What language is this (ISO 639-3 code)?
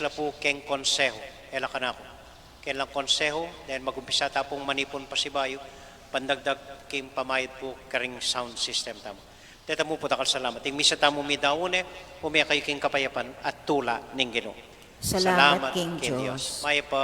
pam